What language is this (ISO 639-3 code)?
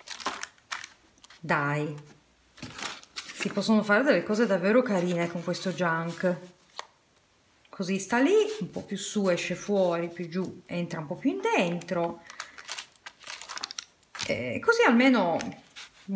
ita